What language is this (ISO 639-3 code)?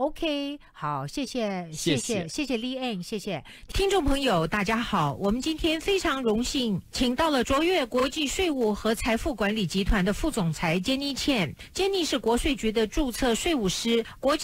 zho